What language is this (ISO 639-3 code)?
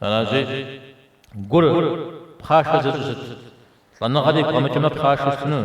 kbd